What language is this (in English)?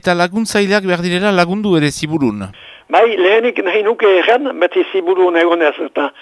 Basque